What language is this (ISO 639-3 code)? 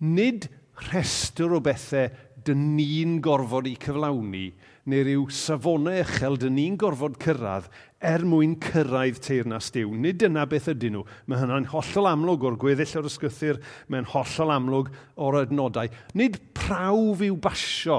cym